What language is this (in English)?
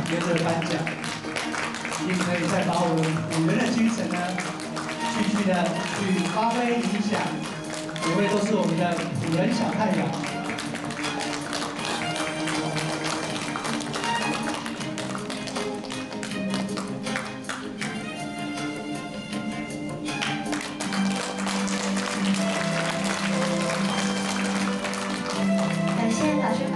Chinese